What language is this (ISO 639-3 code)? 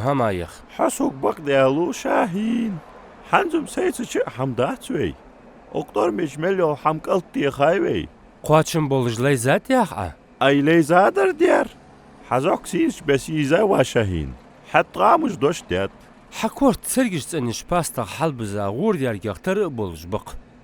inh